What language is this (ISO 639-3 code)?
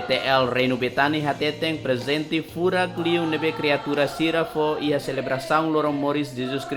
tet